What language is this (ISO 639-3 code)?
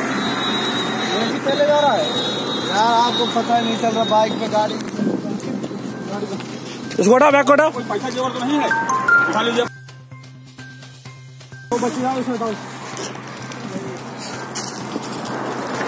hin